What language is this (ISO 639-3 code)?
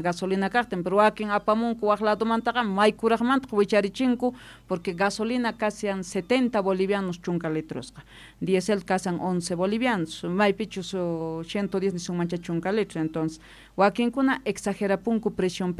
quh